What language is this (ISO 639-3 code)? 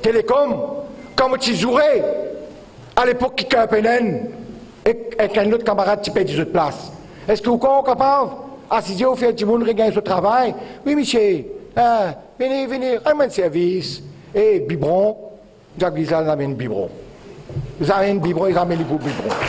mfe